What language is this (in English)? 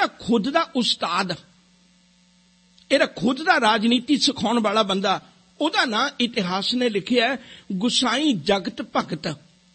Punjabi